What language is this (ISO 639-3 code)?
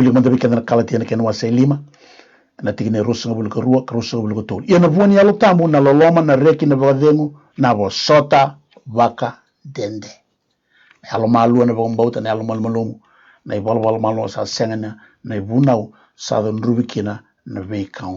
fij